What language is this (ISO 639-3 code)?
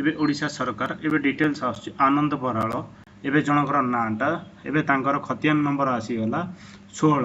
ori